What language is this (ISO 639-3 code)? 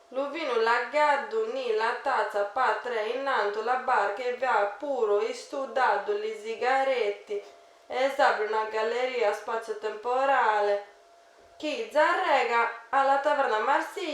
srd